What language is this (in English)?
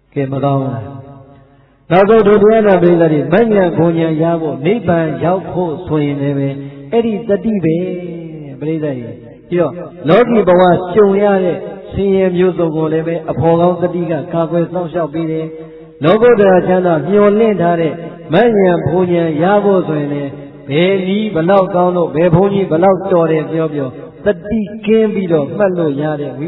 Burmese